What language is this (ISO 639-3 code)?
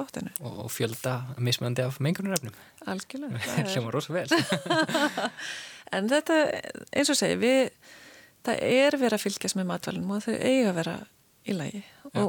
isl